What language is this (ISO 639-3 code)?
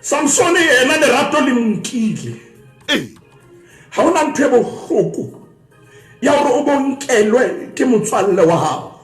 sot